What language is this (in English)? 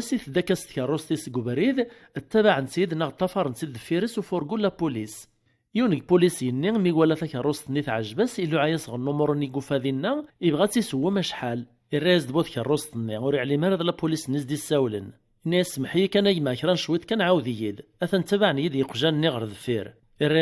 Kabyle